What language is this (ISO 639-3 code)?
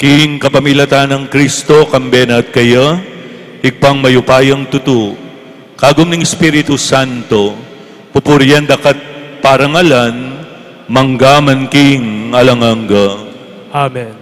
pam